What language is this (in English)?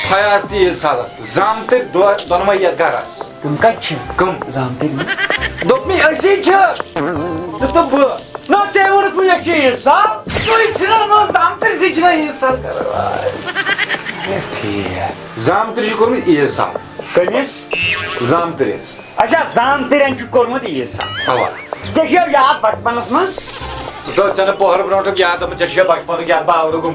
Kashmiri